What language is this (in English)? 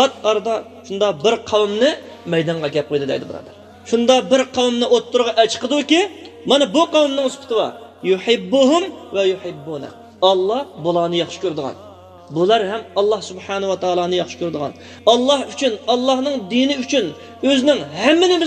Uyghur